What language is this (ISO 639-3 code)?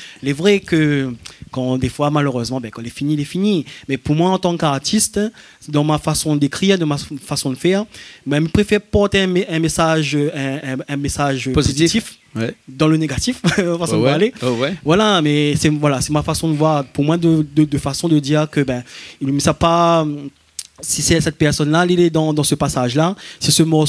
rcf